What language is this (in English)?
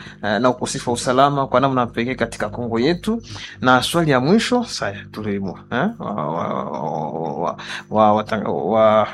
Swahili